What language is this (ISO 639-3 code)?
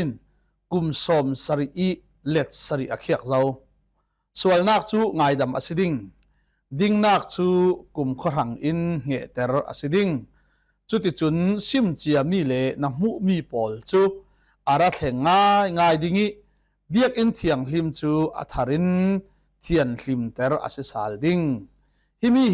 cfm